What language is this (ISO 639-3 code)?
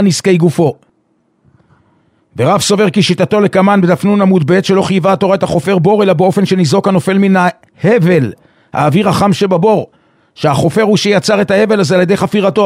heb